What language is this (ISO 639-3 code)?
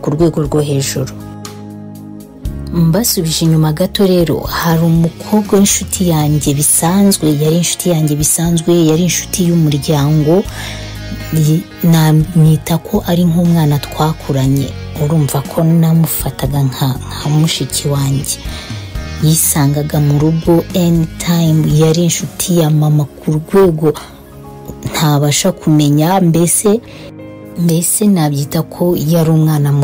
kin